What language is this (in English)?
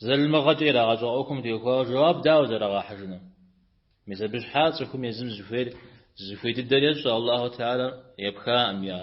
Kabardian